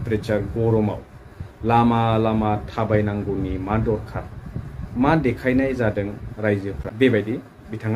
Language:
Bodo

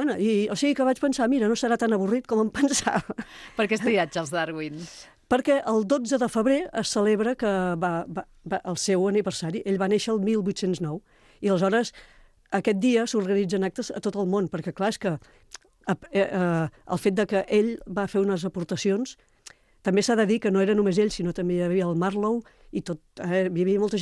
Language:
Catalan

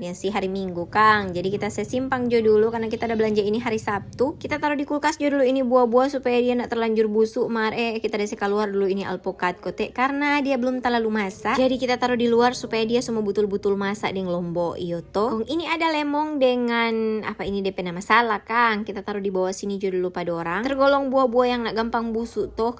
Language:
Manado Malay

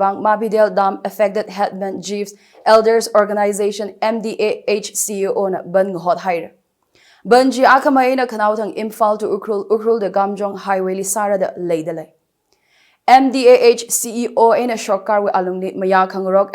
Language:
Tangkhul Naga (India)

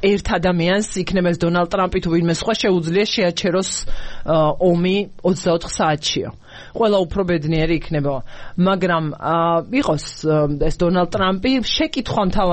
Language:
Georgian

